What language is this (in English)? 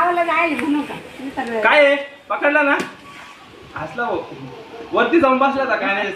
Marathi